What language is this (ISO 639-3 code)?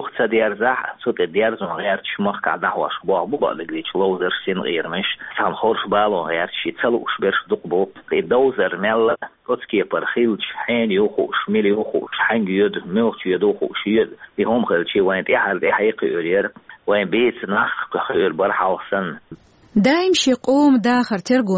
che